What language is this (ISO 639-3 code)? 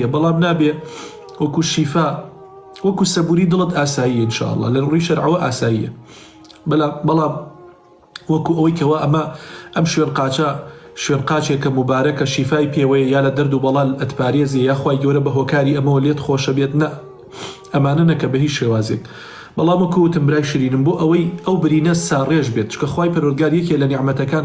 ckb